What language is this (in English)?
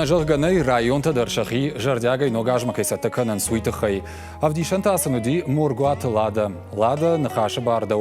Ossetic